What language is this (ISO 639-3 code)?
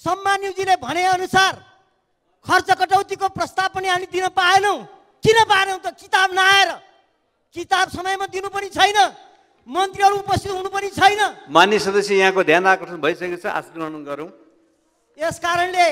nep